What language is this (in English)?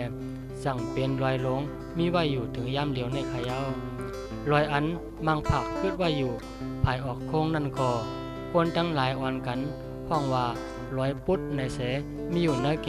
Shan